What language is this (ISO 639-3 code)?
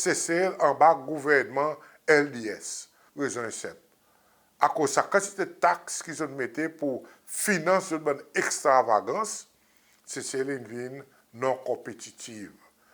crs